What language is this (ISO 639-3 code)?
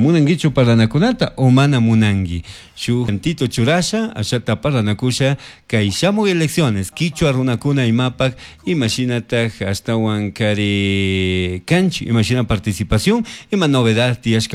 qug